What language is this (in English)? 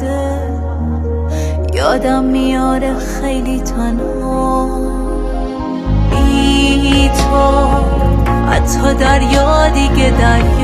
Persian